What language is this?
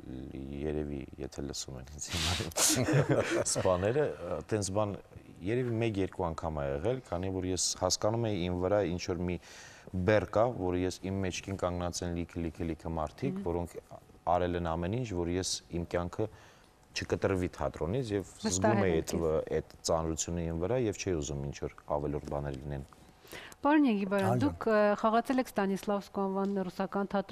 Armenian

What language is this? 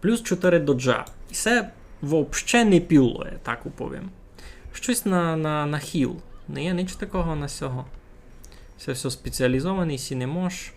Rusyn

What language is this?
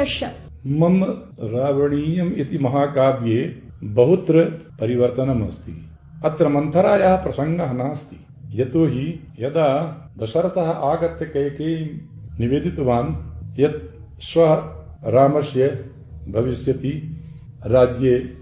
Sanskrit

